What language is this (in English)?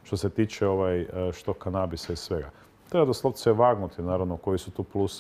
Croatian